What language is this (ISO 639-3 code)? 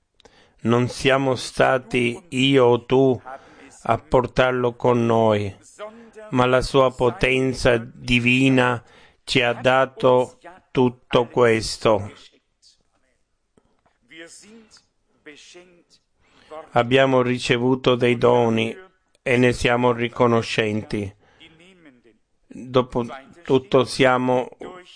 ita